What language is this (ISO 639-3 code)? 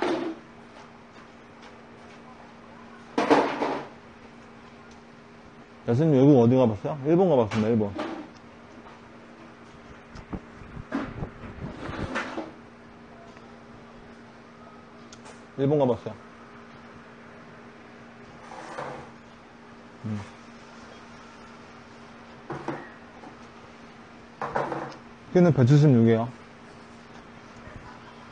kor